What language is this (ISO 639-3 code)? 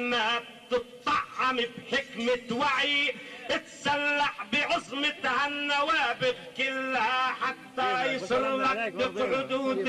apc